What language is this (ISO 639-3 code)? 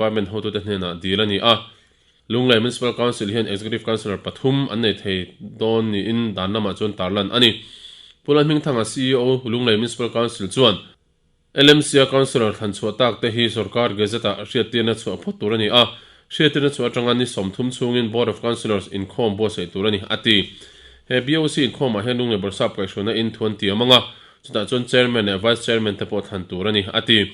lus